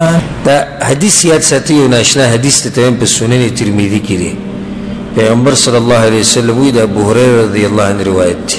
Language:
Pashto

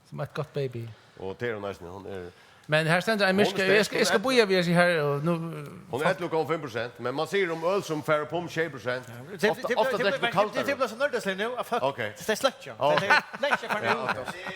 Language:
Faroese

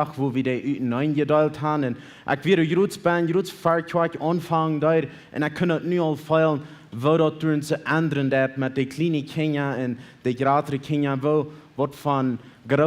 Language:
Plautdietsch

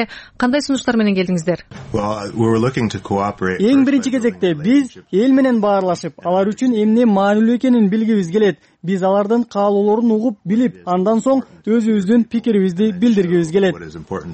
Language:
Kyrgyz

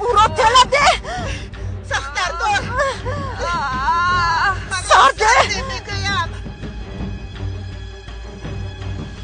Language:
Persian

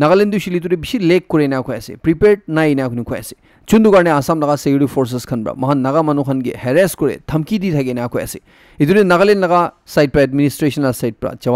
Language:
Naga Pidgin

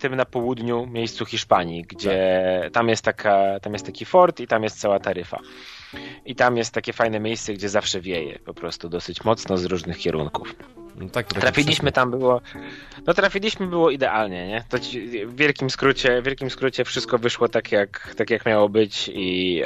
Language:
Polish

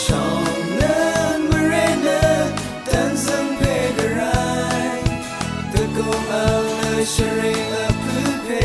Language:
Rawang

